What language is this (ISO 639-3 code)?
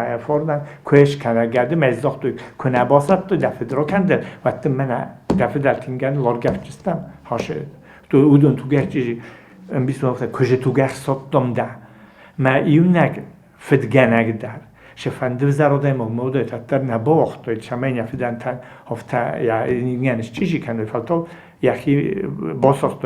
oss